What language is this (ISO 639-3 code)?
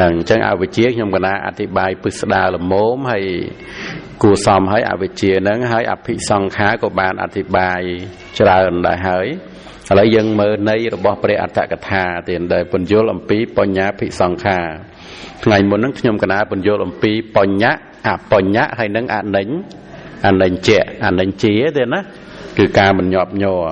khm